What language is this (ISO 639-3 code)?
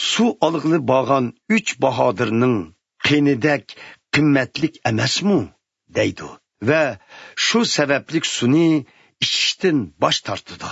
uig